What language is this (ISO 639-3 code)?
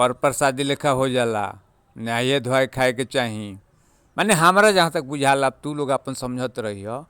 bho